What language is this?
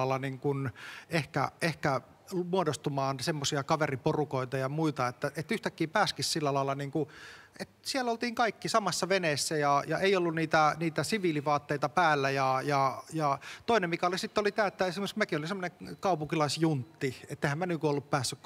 Finnish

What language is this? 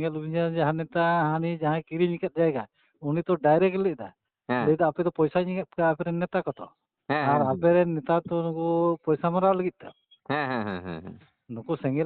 Santali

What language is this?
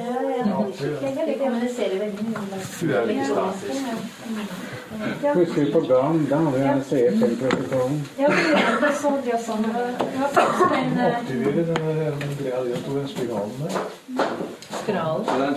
Norwegian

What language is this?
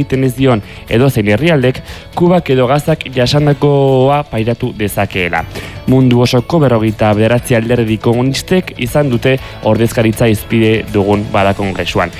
Basque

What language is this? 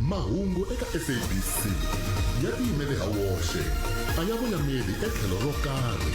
Tsonga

